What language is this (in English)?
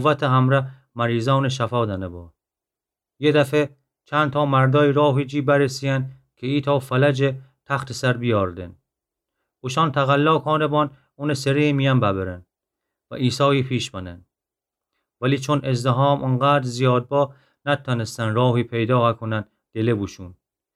Gilaki